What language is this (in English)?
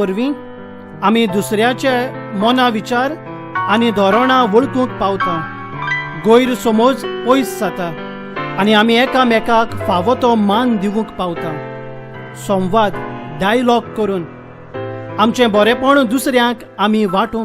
Konkani